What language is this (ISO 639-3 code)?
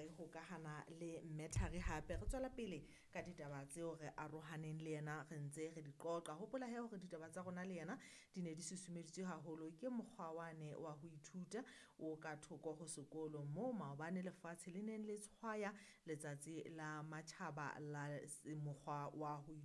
sot